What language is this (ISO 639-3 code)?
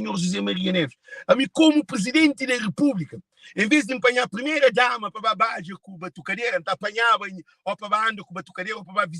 kea